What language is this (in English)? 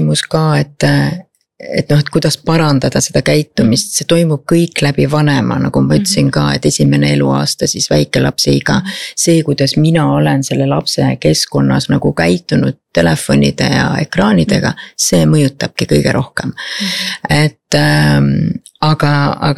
Estonian